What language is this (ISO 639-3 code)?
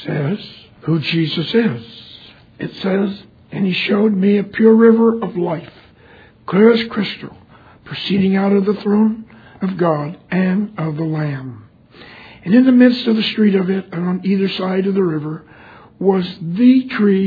eng